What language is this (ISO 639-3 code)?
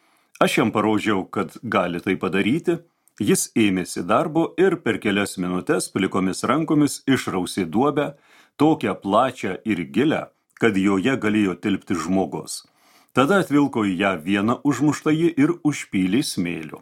lit